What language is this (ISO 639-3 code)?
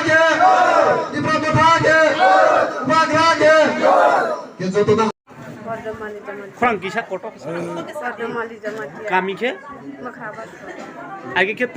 trp